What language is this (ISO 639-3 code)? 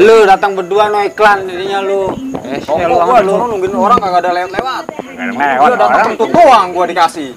bew